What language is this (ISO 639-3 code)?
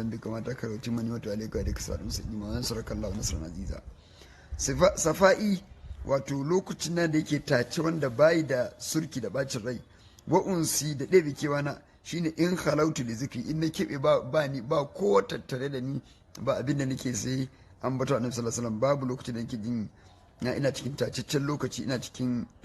hau